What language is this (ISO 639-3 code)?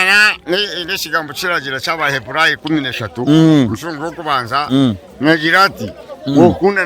nyn